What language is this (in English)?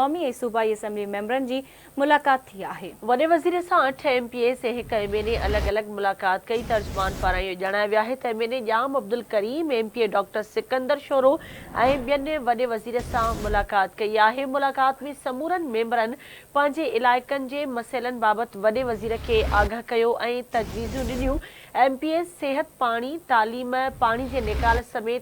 Sindhi